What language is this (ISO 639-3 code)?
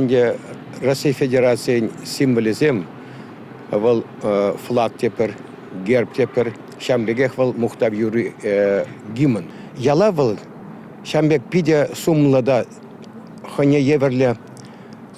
chv